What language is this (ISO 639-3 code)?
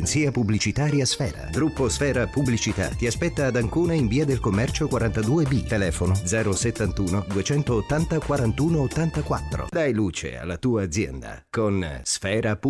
ita